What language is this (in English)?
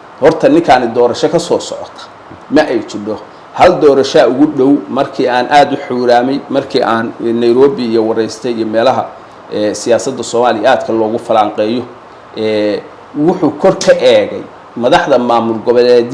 Somali